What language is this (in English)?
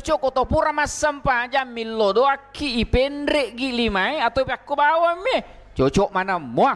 Buginese